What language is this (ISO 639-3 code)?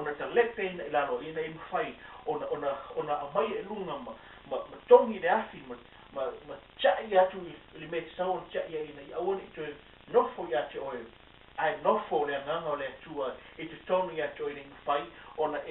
smo